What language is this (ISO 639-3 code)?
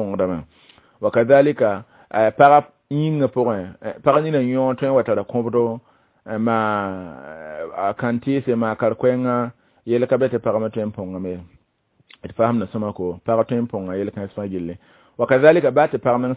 mos